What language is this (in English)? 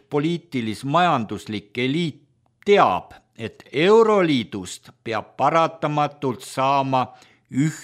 Estonian